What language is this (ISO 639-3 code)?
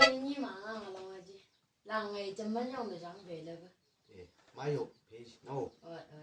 nbc